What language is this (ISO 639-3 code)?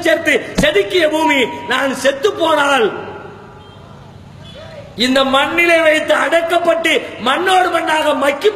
tam